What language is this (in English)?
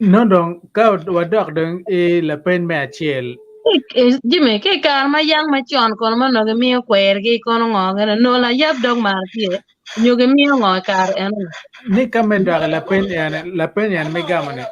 Acoli